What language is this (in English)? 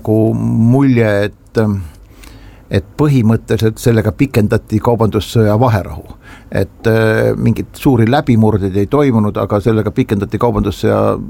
Estonian